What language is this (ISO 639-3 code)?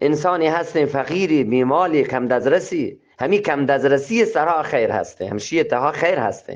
bgp